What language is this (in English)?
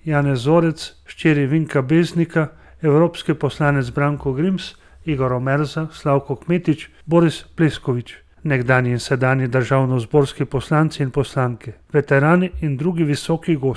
Slovenian